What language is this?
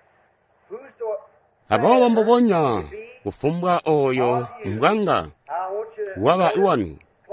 Tonga (Zambia)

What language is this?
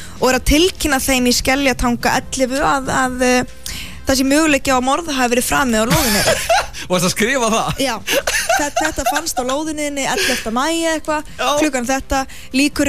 Icelandic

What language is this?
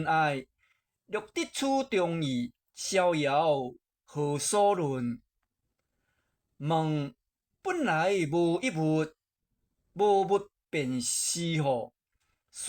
Min Nan Chinese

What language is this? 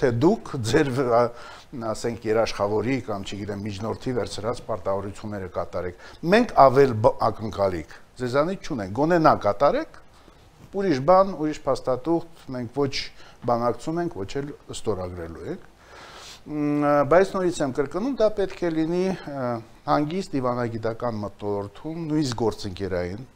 Armenian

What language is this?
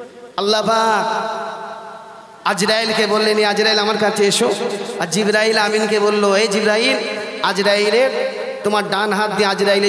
Bangla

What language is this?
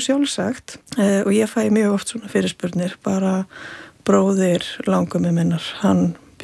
Icelandic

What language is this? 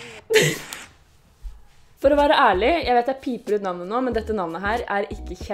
Norwegian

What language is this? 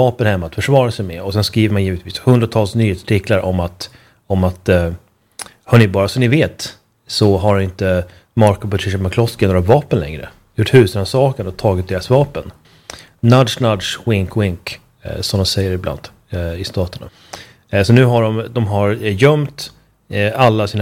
Swedish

